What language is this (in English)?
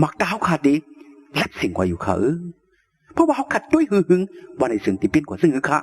Shan